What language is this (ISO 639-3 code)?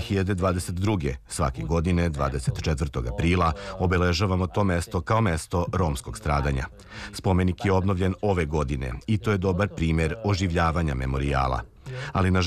srp